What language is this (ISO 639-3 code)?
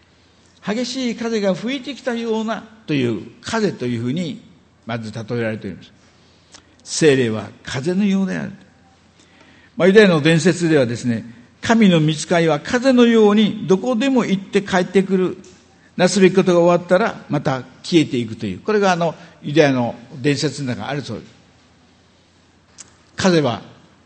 jpn